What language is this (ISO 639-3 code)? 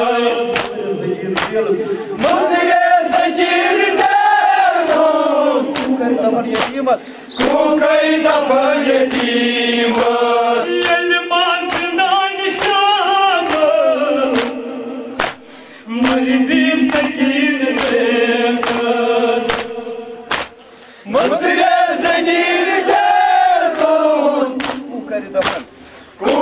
kas